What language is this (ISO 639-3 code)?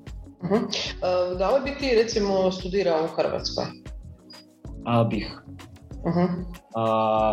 hrv